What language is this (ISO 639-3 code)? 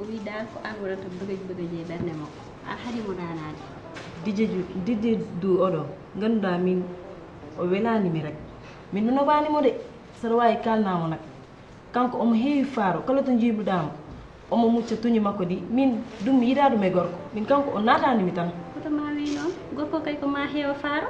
ful